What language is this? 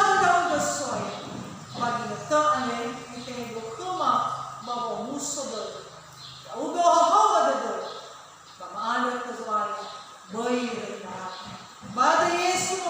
Nias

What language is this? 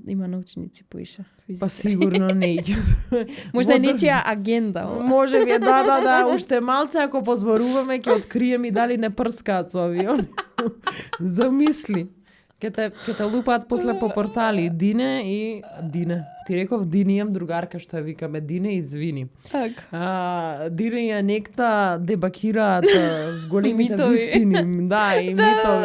Macedonian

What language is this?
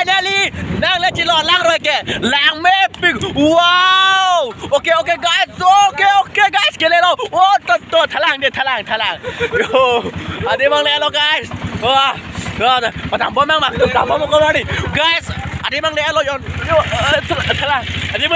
Karbi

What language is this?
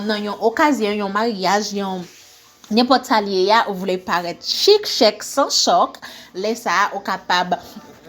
Haitian Creole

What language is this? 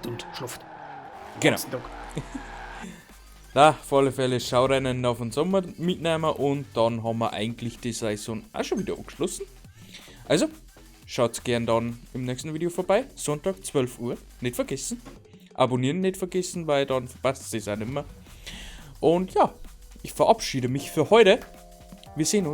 Bavarian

